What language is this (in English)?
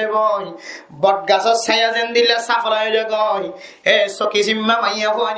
Rohingya